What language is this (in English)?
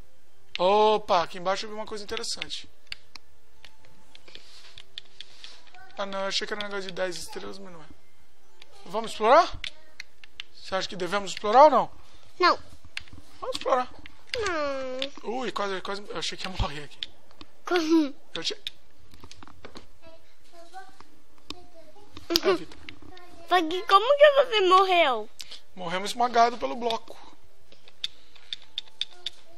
Portuguese